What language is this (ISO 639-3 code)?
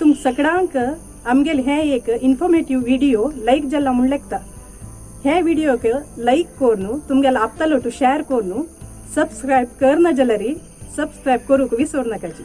kok